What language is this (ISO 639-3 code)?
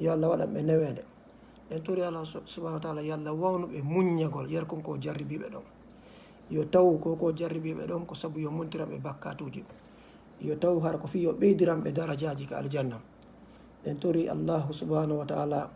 ful